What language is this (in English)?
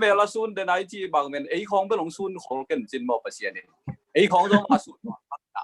Tedim Chin